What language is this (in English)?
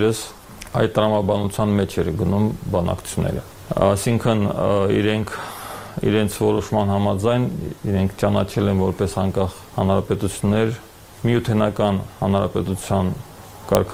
Armenian